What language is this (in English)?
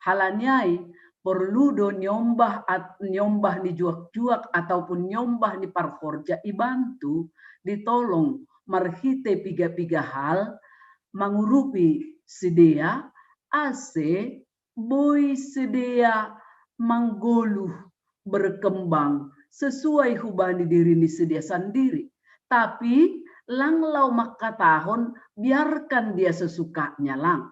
Batak Simalungun